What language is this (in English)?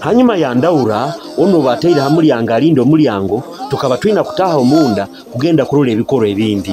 Nyoro